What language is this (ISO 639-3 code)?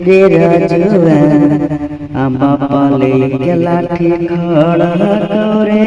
mag